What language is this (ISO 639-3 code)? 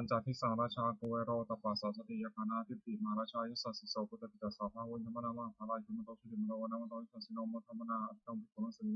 pli